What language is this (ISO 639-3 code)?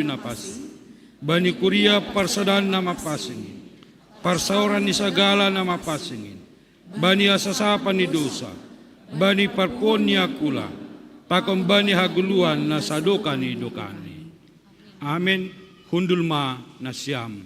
bts